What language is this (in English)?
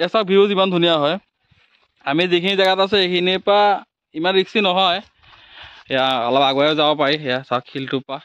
Assamese